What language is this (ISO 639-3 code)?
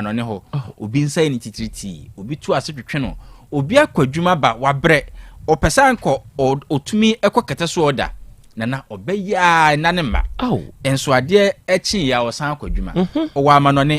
aka